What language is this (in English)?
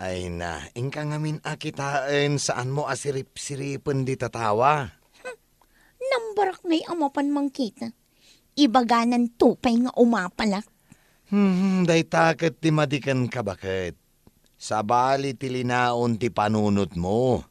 Iloko